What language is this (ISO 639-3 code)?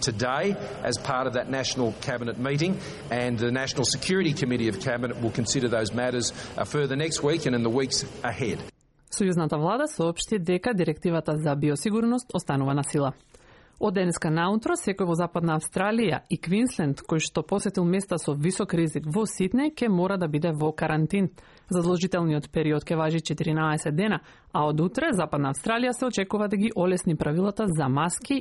mkd